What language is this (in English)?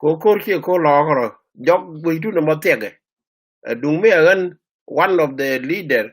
Nuer